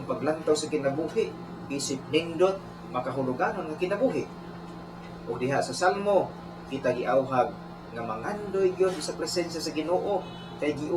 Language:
Cebuano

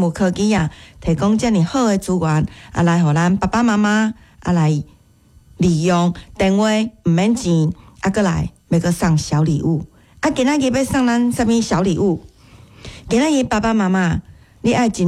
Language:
Min Nan Chinese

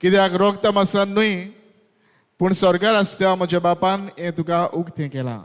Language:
Konkani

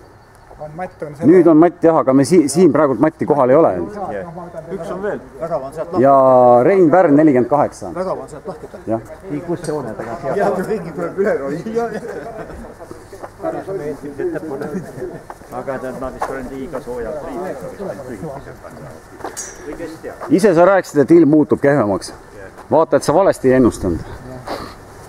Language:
Estonian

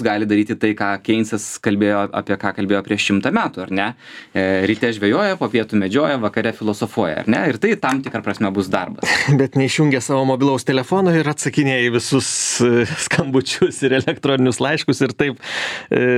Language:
Lithuanian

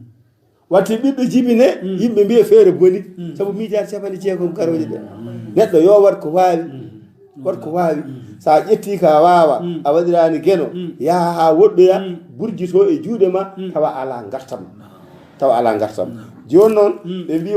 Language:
Fula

